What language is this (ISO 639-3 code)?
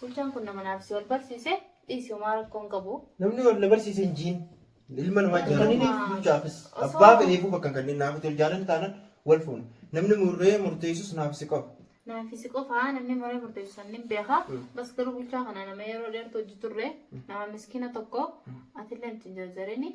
orm